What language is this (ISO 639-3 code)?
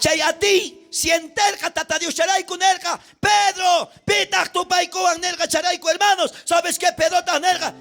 quh